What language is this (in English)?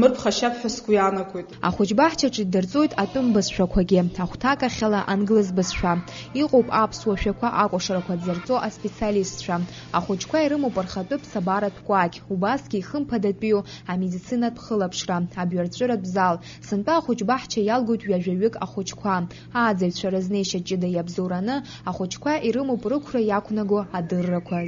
Abkhazian